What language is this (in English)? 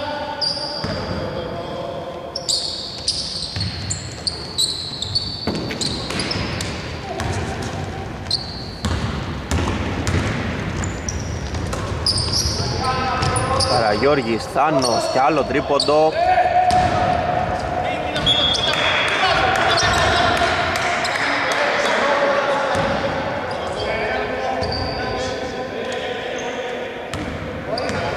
Greek